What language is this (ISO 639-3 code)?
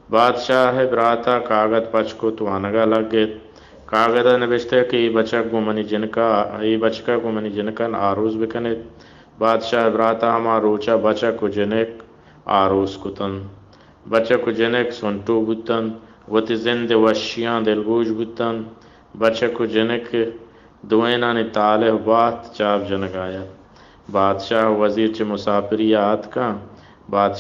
bal